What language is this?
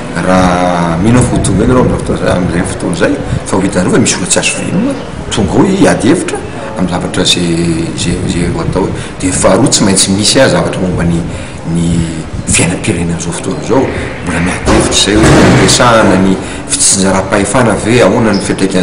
Malagasy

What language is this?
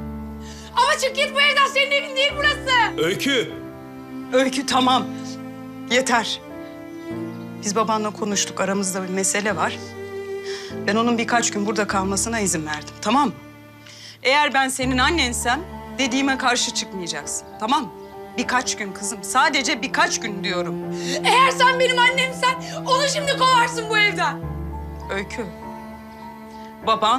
Turkish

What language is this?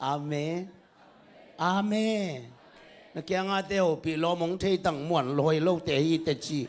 Tedim Chin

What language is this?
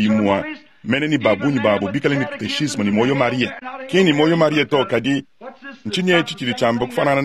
Luba-Lulua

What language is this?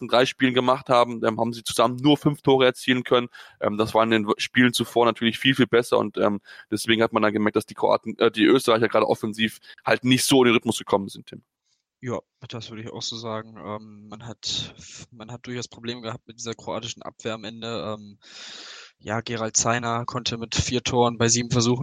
German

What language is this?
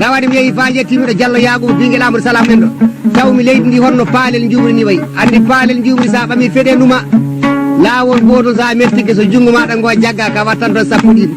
Fula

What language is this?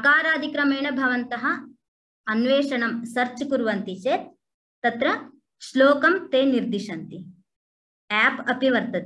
Sanskrit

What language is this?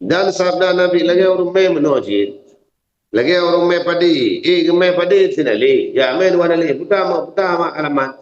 Achinese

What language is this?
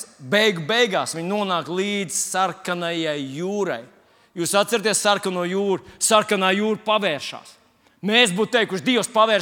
Latvian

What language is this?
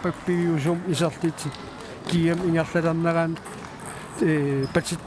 Kalaallisut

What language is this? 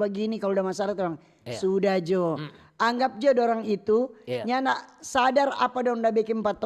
Manado Malay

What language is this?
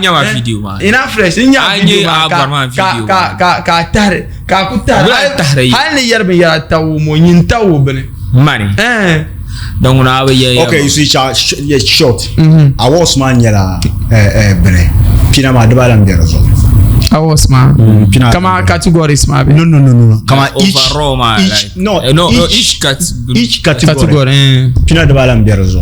Dagbani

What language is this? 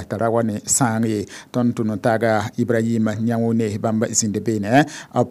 Mossi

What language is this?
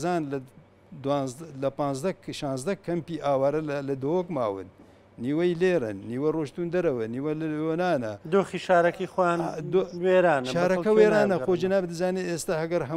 Central Kurdish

